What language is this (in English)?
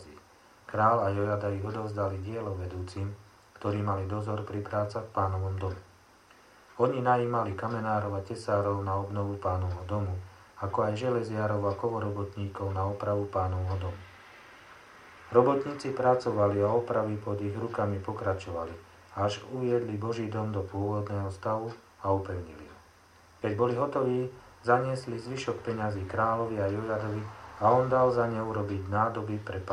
Slovak